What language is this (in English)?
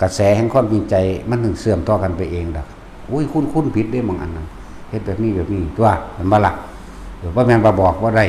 Northeastern Thai